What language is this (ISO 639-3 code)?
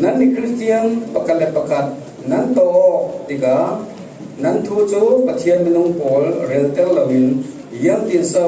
cfm